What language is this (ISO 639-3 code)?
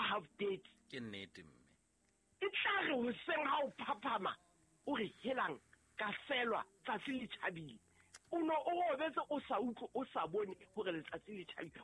sot